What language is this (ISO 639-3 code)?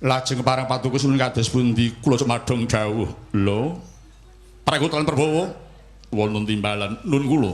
jav